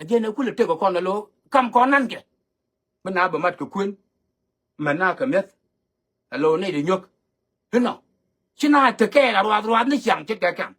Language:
Nuer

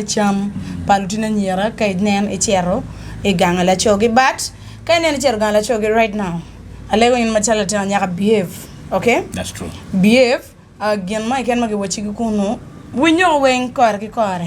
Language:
Acoli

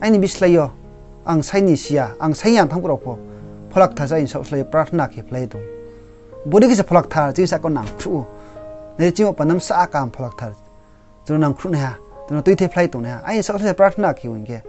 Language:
Riang (India)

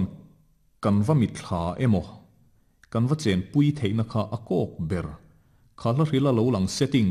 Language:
Mizo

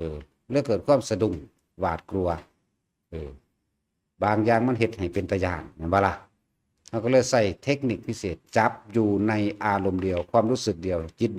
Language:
Northeastern Thai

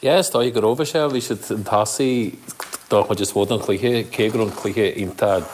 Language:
Irish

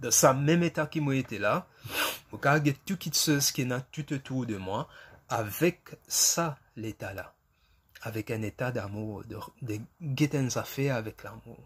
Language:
Morisyen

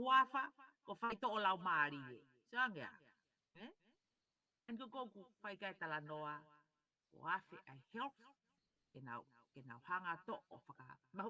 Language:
Tongan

